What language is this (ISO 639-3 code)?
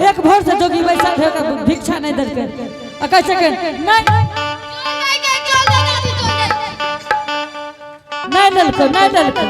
anp